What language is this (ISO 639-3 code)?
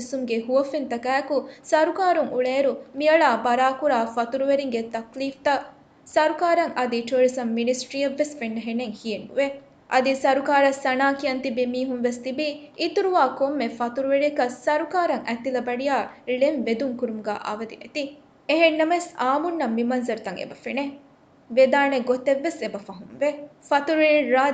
div